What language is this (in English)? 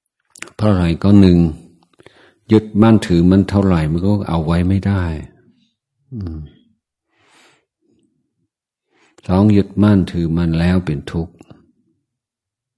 Thai